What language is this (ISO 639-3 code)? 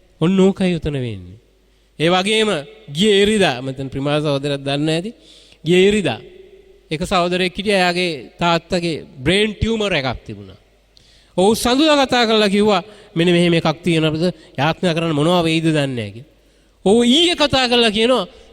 sin